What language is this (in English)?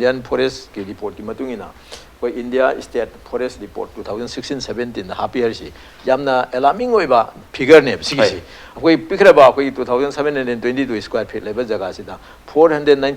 Manipuri